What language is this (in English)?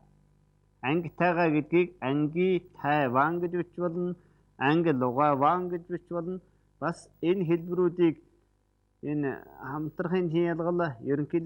Mongolian